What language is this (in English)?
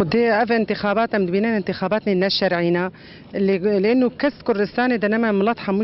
Kurdish